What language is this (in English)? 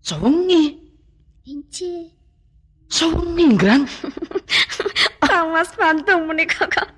Javanese